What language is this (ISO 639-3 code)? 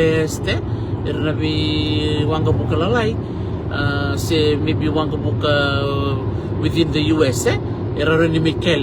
fij